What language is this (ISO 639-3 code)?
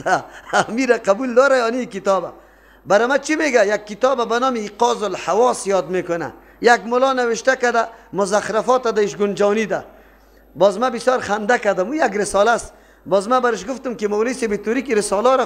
fas